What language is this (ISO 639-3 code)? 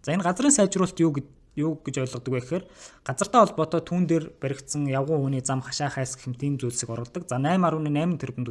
mon